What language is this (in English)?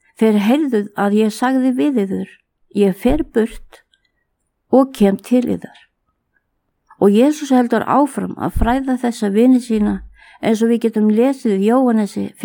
Icelandic